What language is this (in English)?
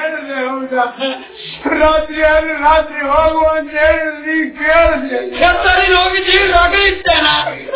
Kannada